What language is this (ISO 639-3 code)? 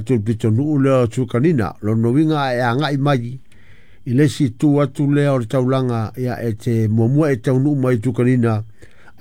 smo